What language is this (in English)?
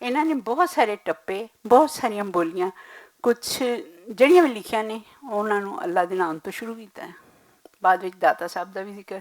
Western Panjabi